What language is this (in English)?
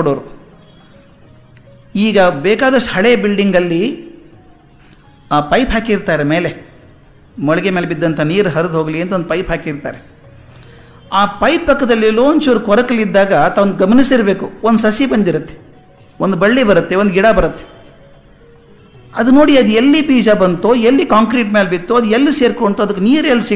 Kannada